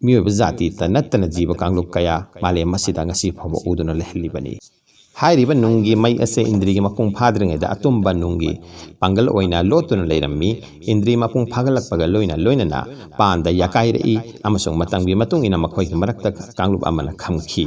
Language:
Manipuri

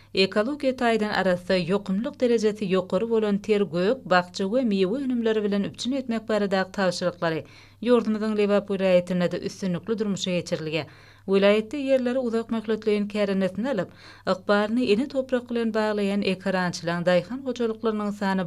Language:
Turkmen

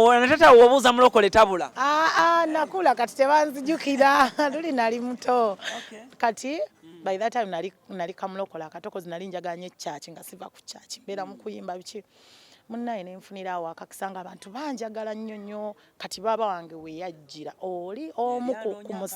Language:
Ganda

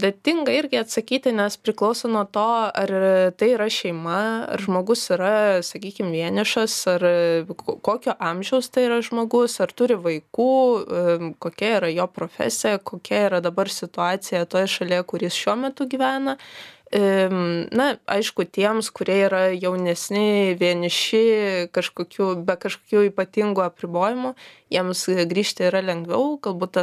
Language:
Lithuanian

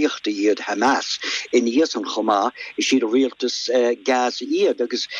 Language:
Irish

